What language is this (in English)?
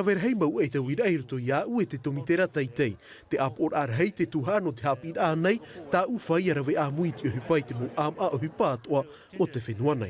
Tahitian